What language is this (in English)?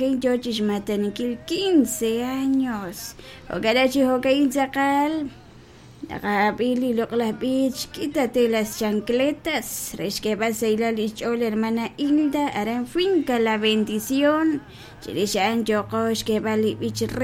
Kekchí